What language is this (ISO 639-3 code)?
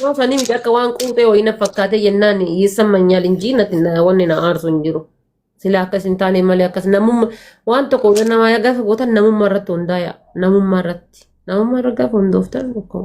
orm